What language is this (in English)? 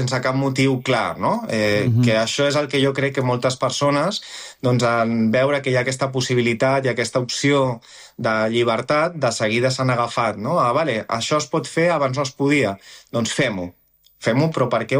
Catalan